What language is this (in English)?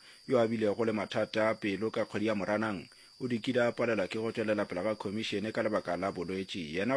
Northern Sotho